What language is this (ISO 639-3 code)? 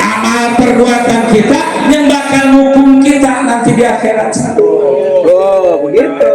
bew